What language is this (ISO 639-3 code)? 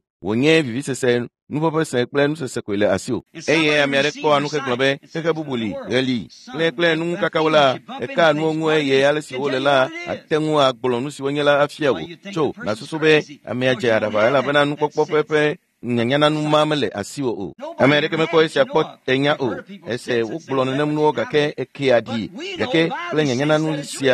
ewe